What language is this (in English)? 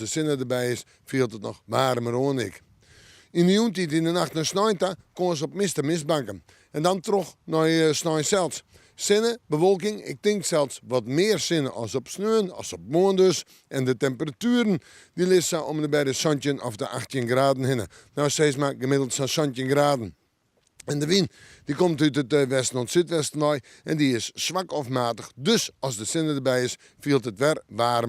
Western Frisian